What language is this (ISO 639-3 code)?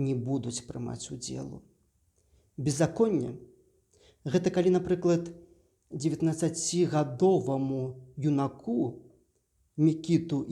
bel